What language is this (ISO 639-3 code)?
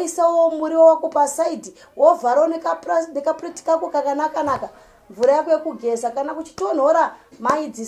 sna